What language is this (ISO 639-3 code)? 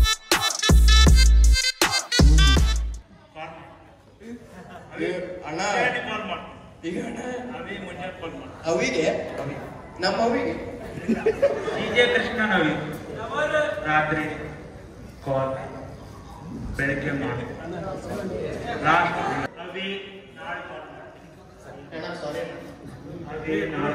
kan